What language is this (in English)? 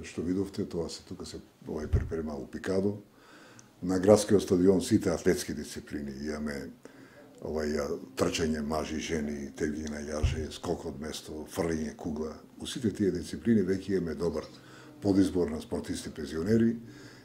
Macedonian